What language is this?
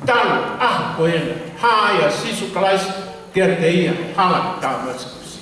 Tongan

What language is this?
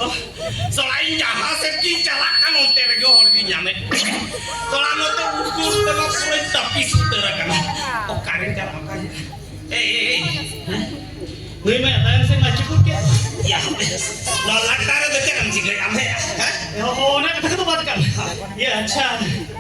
Santali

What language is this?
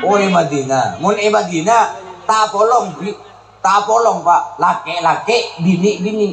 Madurese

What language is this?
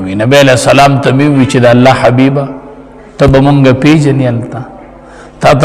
Pashto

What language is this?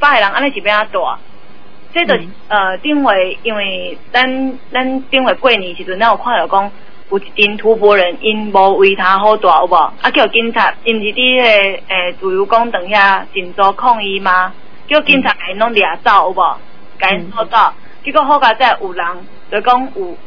Min Nan Chinese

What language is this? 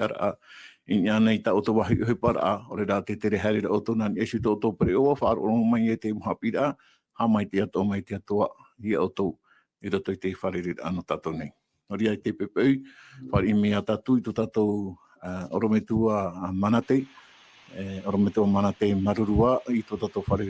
Tahitian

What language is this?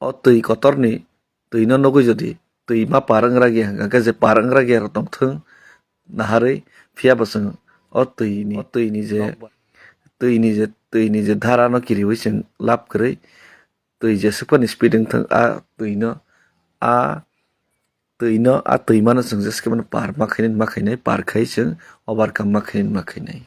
Kok Borok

